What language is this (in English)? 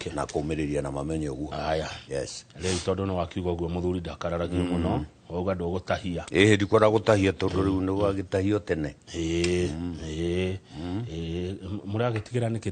Kikuyu